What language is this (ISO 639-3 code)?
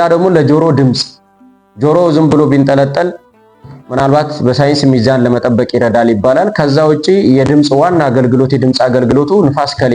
amh